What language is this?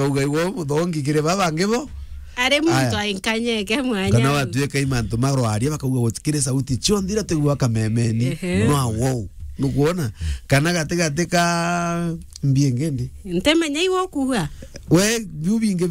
Meru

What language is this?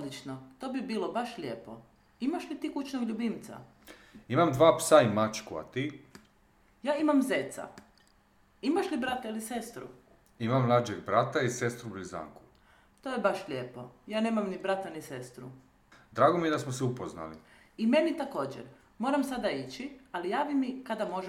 Serbian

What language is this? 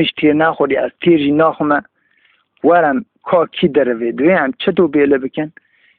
Kurdish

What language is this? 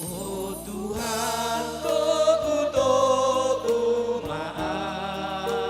Batak Toba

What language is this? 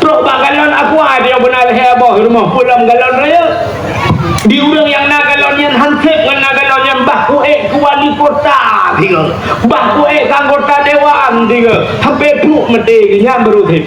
Achinese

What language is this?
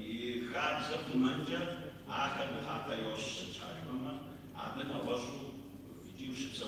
Kabardian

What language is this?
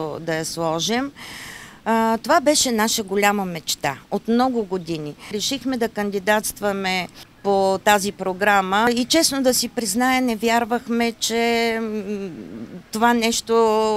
Bulgarian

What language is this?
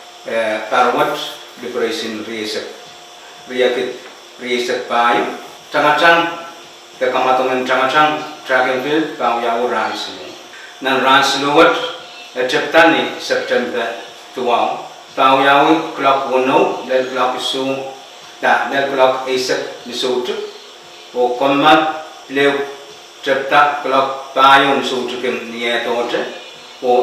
Pohnpeian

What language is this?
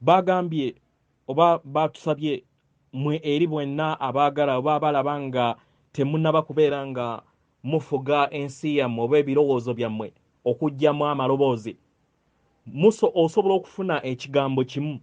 Ganda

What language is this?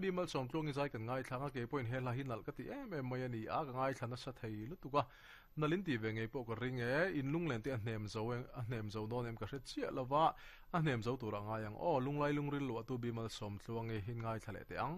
Mizo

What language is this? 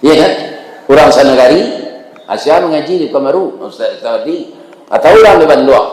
Minangkabau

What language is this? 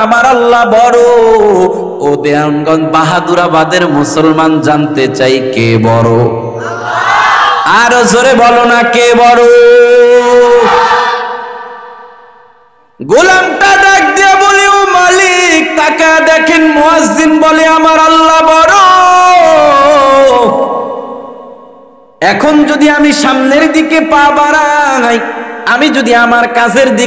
Bangla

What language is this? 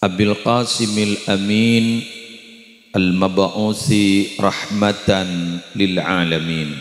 Madurese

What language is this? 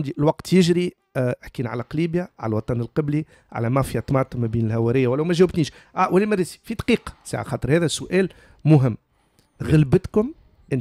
Tunisian Arabic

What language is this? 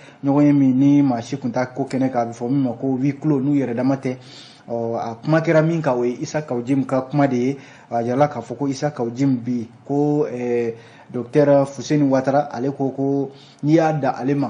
Bambara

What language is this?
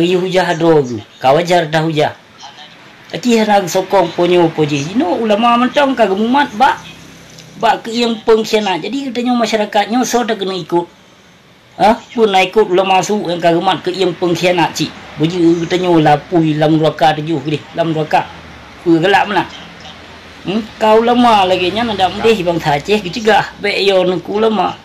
Achinese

